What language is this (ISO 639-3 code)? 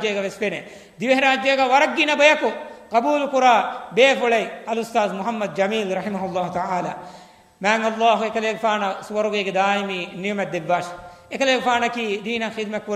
div